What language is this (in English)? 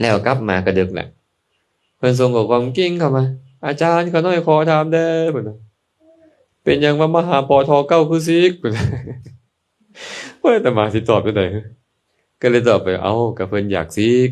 Lao